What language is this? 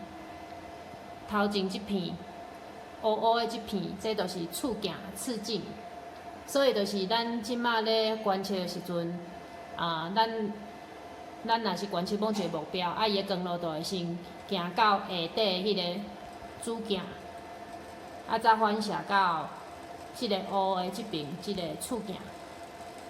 Min Nan Chinese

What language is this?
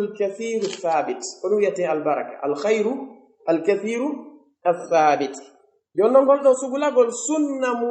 Pular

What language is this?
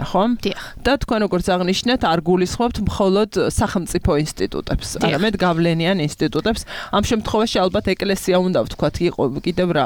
Georgian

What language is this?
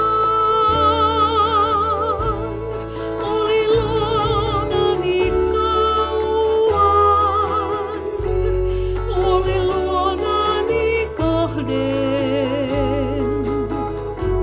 Finnish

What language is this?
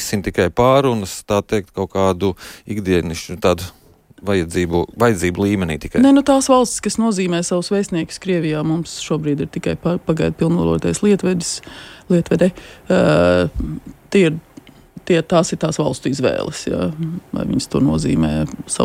Latvian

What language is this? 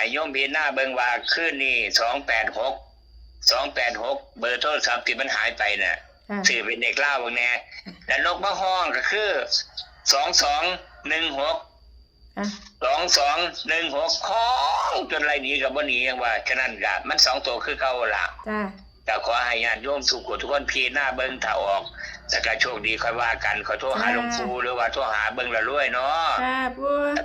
Northeastern Thai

